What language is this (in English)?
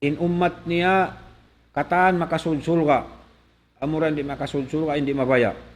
Tausug